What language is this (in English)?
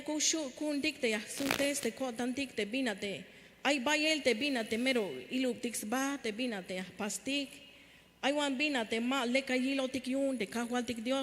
Tzeltal